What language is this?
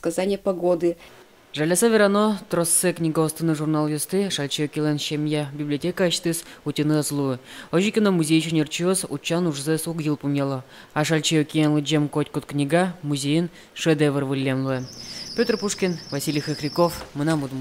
Udmurt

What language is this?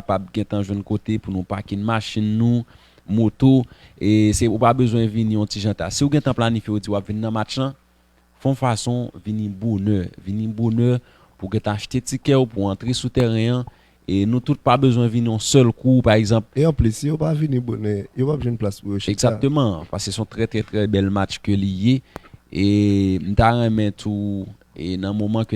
Haitian Creole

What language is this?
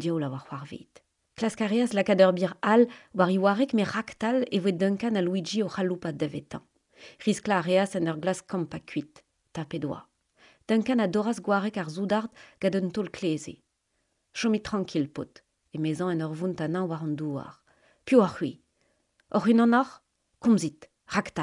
Breton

